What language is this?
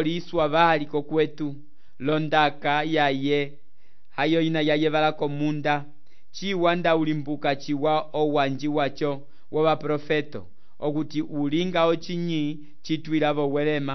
Umbundu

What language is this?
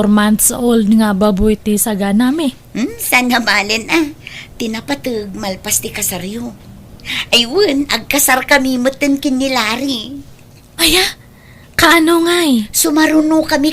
Iloko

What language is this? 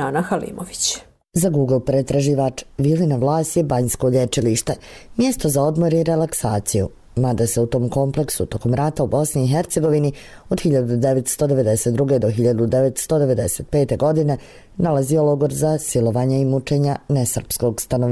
Serbian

